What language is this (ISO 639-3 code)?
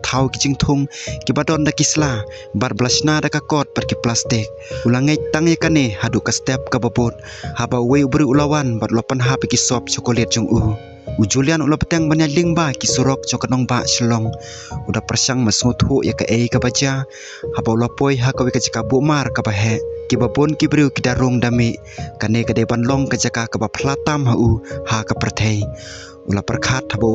kha